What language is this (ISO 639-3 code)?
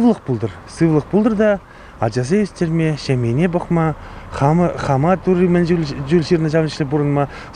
chv